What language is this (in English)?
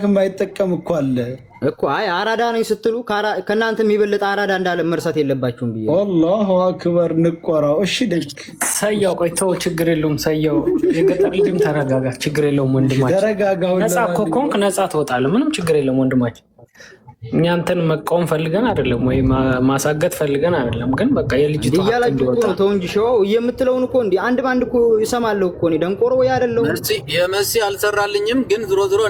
Amharic